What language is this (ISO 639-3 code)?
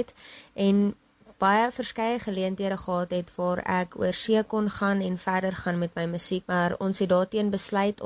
afr